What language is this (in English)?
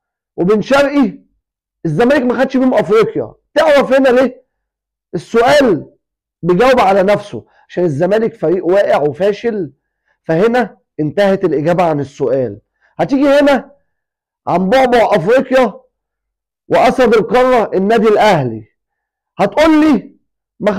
Egyptian Arabic